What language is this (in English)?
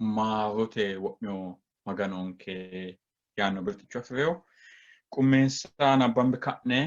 Sidamo